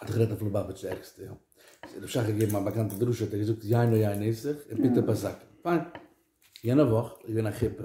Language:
Yiddish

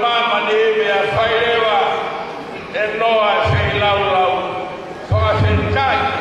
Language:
Tongan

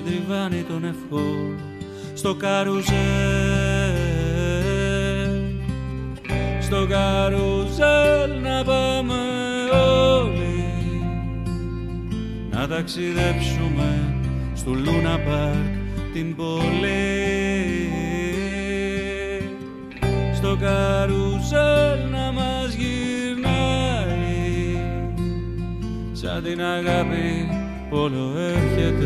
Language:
Greek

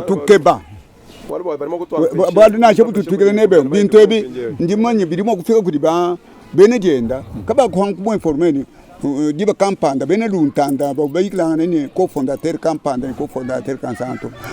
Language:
Luba-Lulua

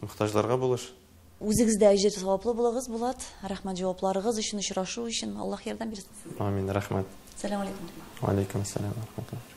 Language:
Tatar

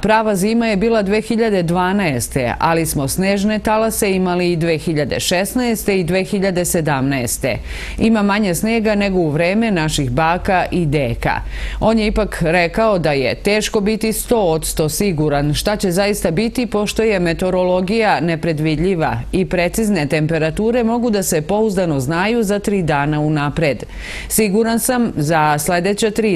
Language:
Serbian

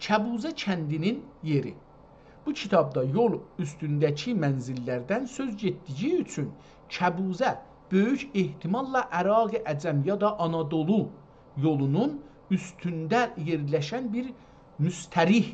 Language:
South Azerbaijani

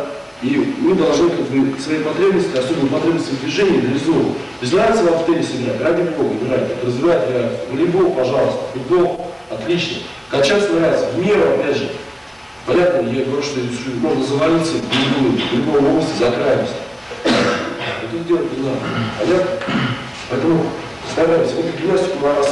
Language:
Russian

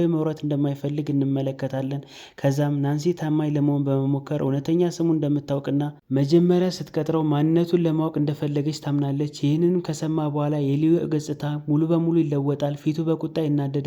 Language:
Amharic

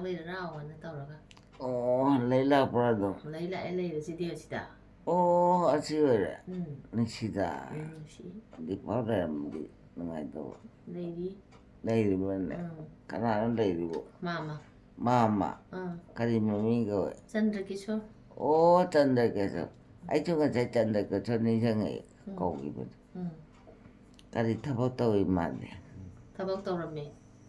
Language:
Manipuri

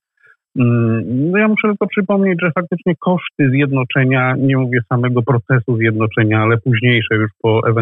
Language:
Polish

